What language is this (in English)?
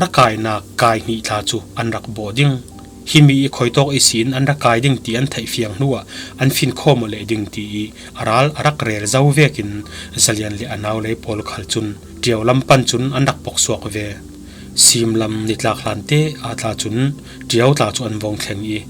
Falam Chin